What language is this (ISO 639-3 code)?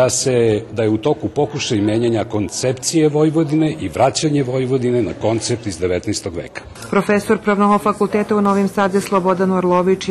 rue